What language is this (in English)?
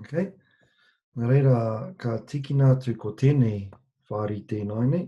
Māori